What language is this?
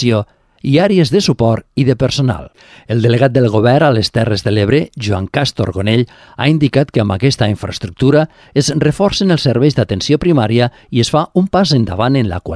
Catalan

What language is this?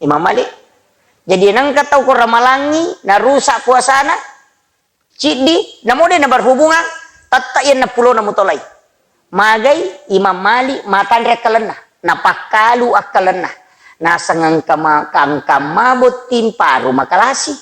Buginese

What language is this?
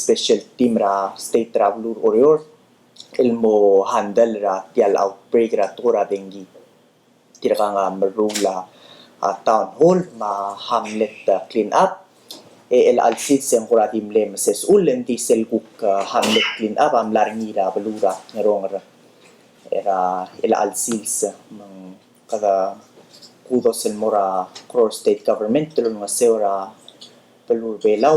Palauan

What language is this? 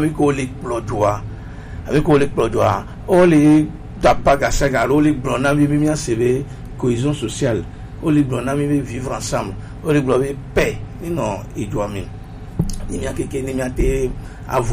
Gen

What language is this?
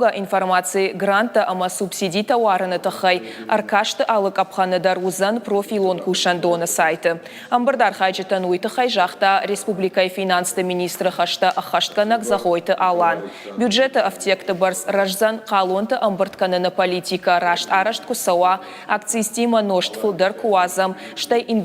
Ossetic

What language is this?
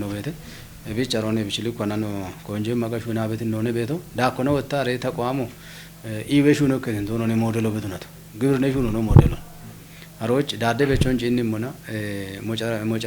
Kafa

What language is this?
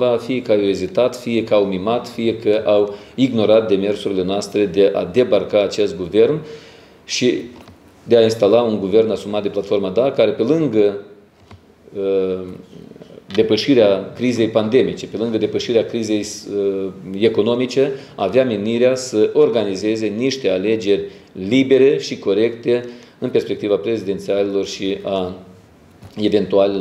Romanian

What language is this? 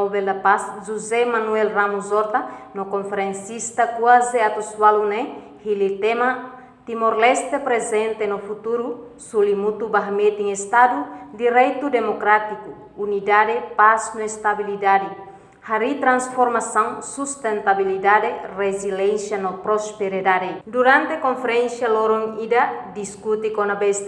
Tetum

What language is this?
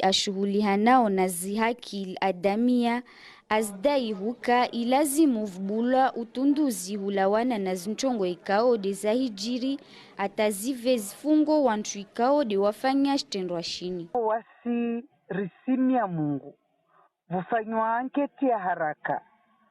Ngazidja Comorian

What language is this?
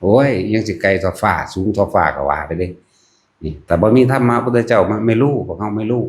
Northeastern Thai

